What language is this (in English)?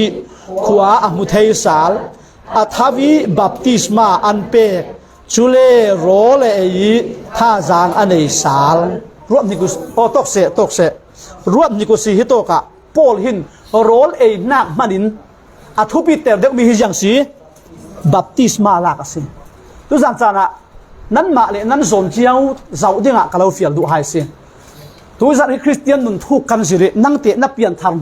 Falam Chin